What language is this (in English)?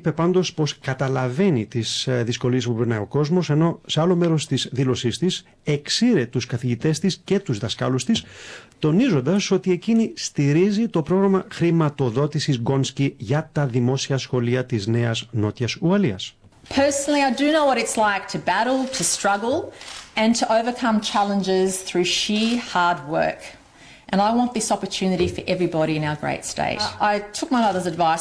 Greek